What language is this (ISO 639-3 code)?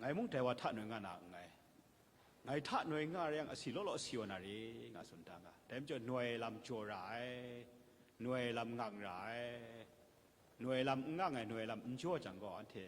kac